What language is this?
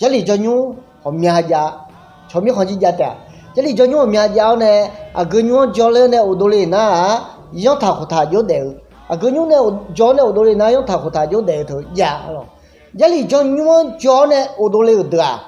Akha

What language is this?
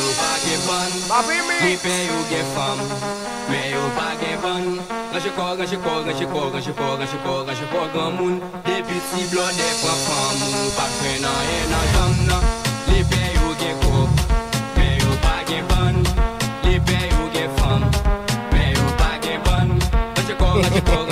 Haitian Creole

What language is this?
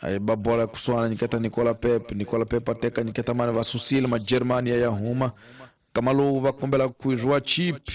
Tsonga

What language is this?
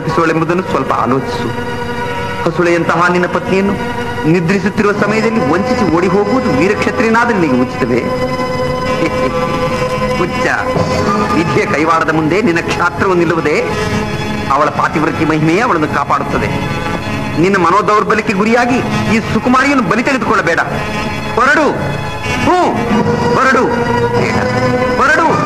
Kannada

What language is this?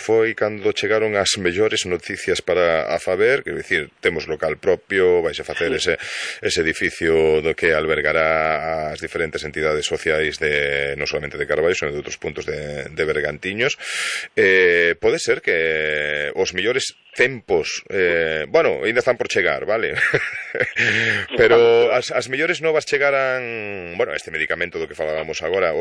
Galician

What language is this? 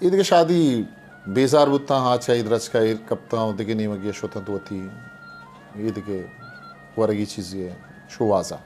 Eastern Balochi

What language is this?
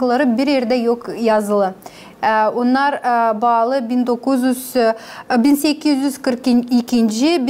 Gagauz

